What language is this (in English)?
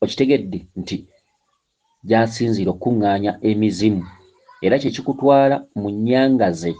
Ganda